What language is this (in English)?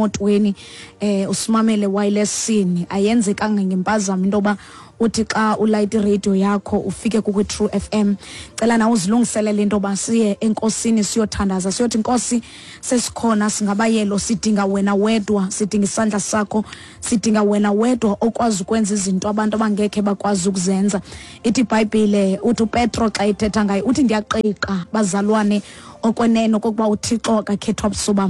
Xhosa